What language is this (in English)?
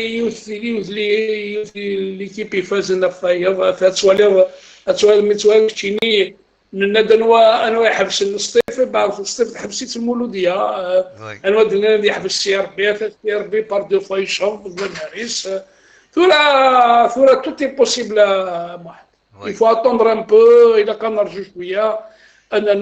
Kabyle